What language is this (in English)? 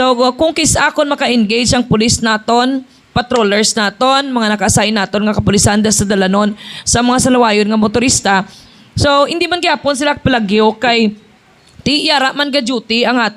Hiligaynon